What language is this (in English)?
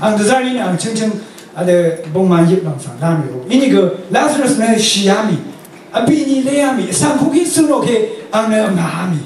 Rawang